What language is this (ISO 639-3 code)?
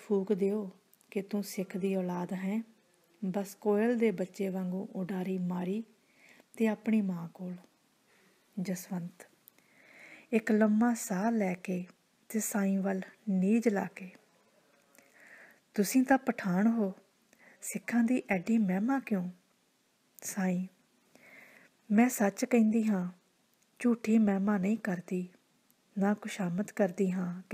pan